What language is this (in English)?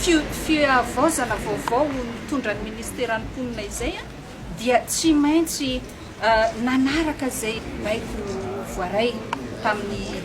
Malagasy